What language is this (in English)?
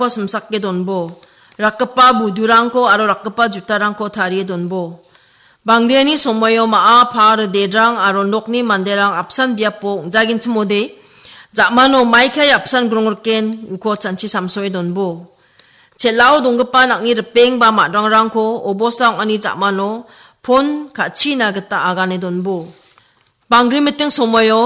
Garo